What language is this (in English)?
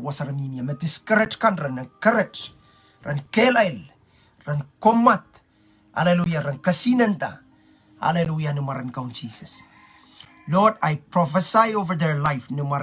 Pohnpeian